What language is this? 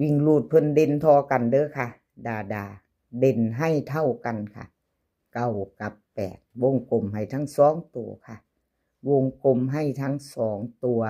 Northeastern Thai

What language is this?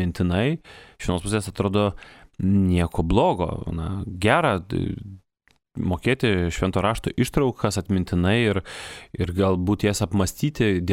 Lithuanian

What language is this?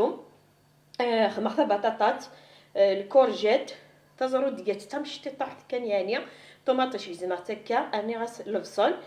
Kabyle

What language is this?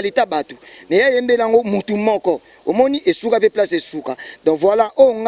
Lingala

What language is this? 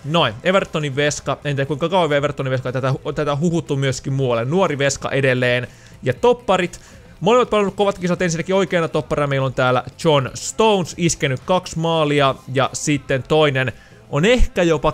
Finnish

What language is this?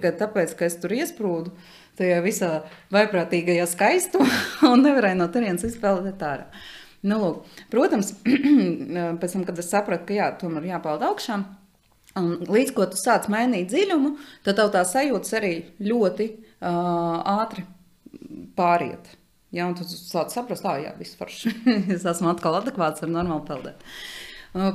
Latvian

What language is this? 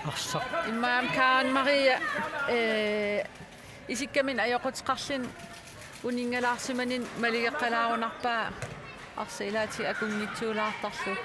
Kalaallisut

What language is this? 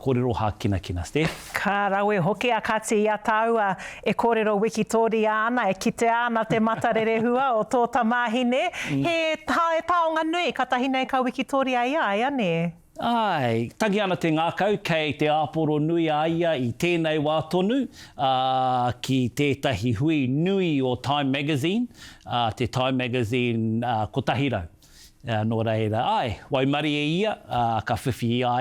Māori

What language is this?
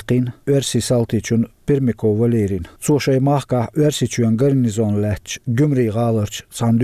Chechen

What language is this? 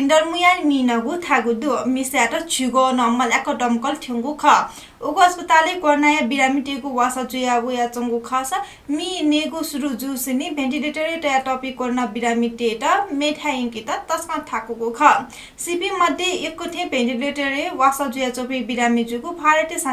Newari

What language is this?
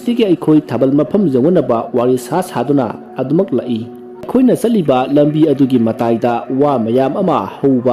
Manipuri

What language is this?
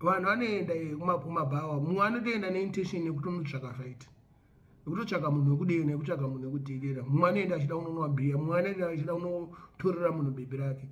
Shona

